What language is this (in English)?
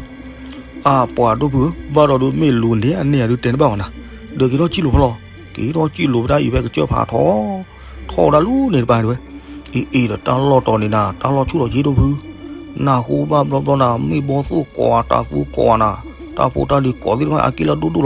S'gaw Karen